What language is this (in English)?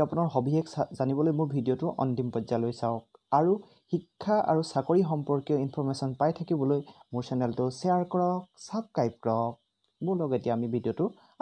Assamese